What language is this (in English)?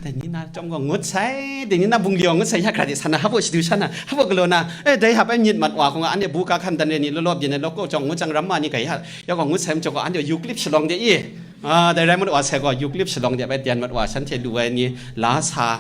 Kachin